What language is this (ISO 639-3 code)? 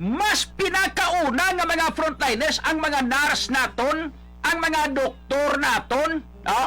hil